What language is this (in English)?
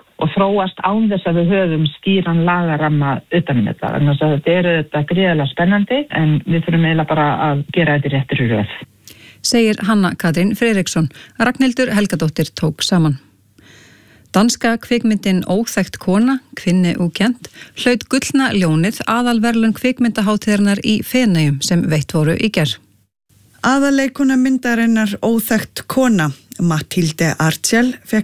Icelandic